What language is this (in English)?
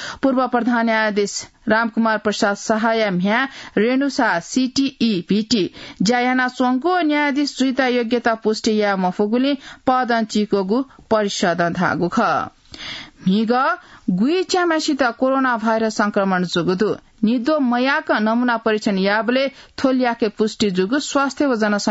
Newari